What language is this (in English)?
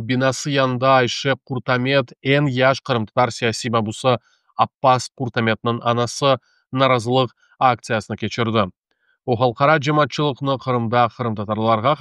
Crimean Tatar